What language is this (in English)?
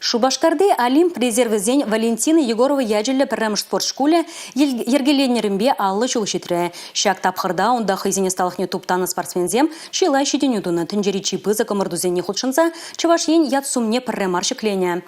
Chuvash